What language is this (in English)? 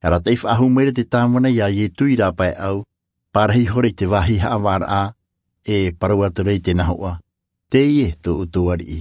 Tahitian